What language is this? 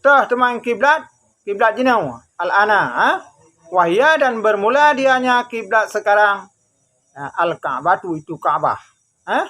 Achinese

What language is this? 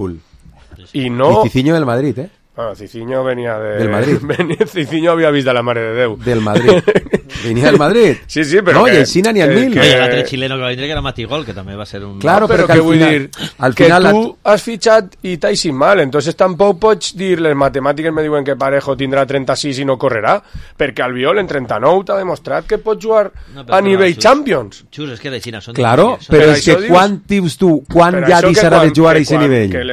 Catalan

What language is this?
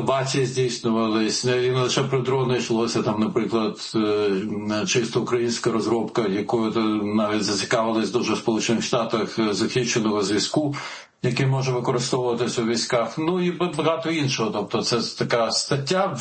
Ukrainian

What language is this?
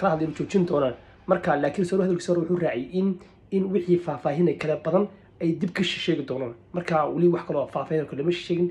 Somali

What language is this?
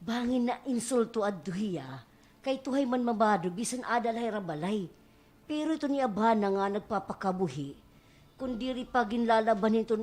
Waray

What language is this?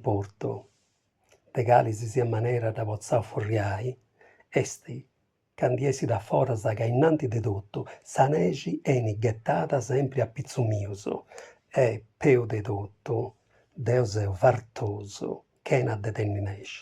Sardinian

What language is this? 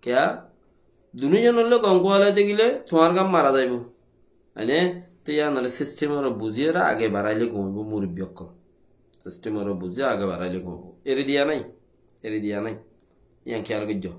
Rohingya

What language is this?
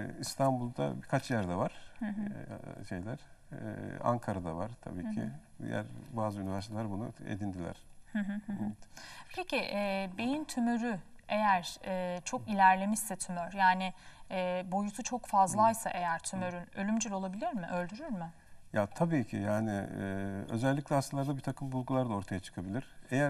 Turkish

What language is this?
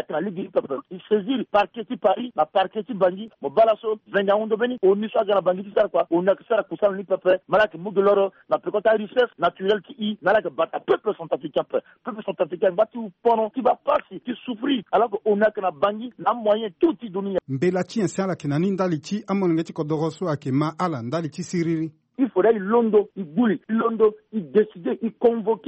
Sango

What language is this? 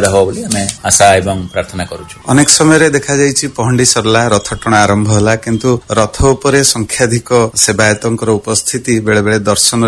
Odia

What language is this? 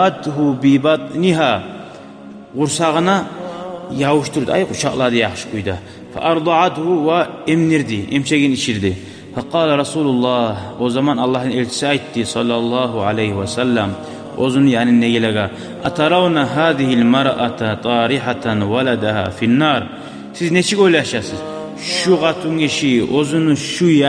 Kumyk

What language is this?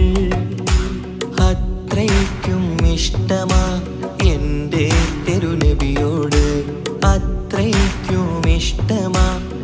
Malayalam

